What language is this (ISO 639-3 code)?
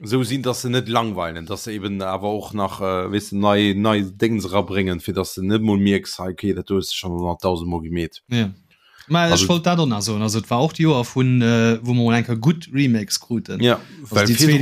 ltz